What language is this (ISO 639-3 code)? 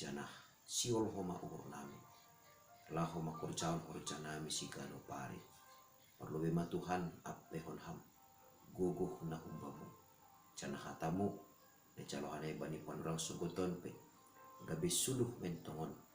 bts